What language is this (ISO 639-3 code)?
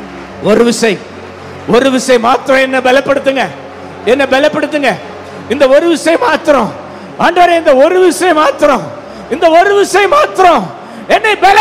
tam